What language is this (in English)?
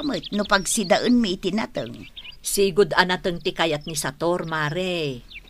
Iloko